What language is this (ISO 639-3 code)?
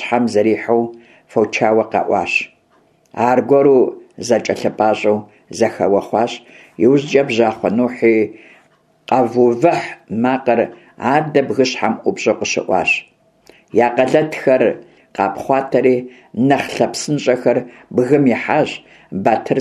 kbd